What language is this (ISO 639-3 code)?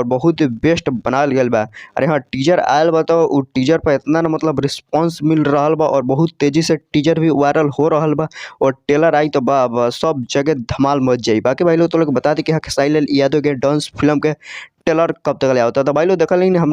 bho